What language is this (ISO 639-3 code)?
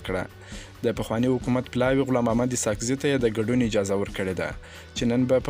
pus